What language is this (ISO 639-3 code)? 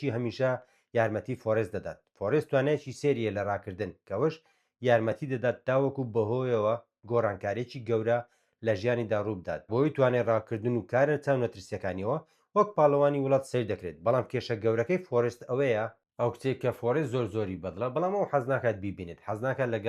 ckb